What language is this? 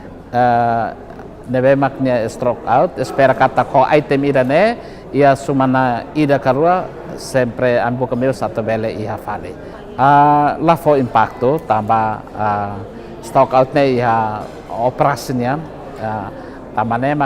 Tetum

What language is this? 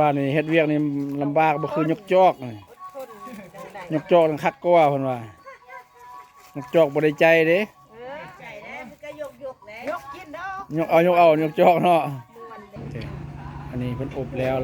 Lao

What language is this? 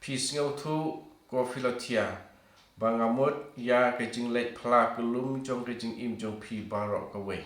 Khasi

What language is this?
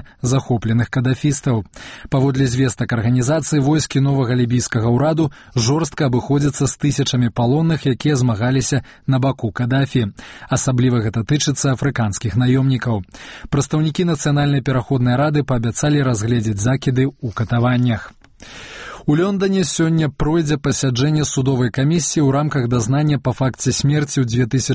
Belarusian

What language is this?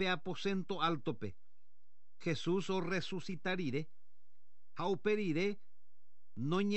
Guarani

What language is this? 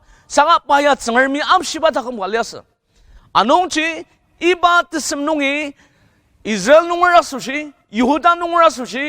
Ao Naga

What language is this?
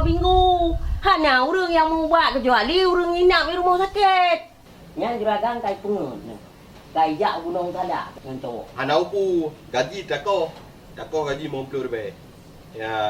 Achinese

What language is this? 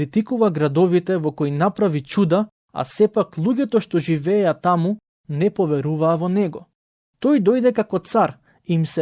Macedonian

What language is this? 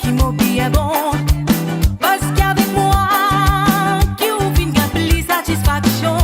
Réunion Creole French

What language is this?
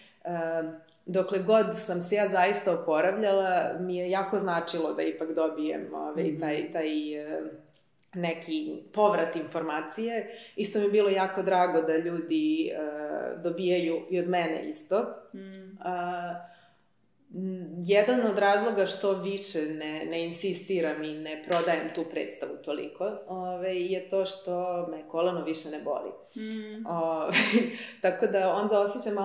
Serbian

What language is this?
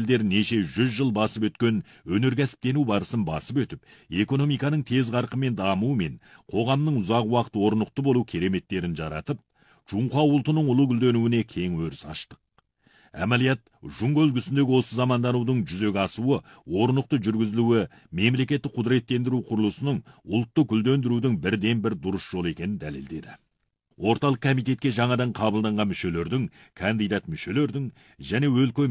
Kazakh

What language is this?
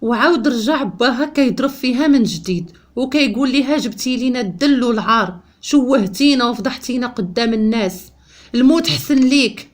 Moroccan Arabic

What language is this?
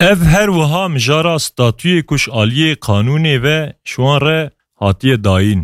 Kurdish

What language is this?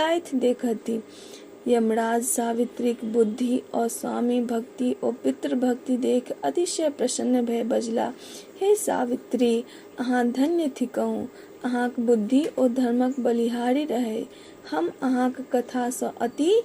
Maithili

